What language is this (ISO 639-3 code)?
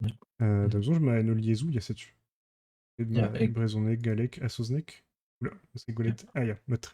bre